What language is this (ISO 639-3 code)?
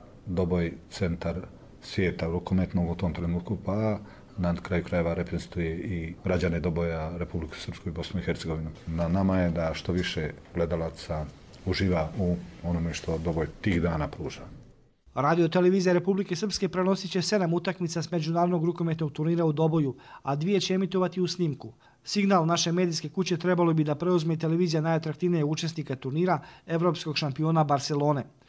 hrv